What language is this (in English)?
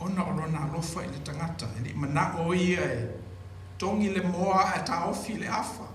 Samoan